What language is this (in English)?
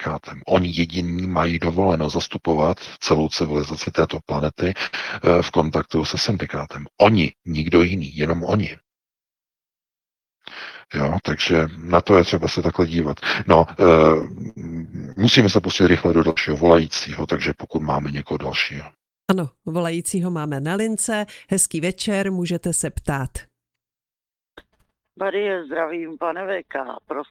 Czech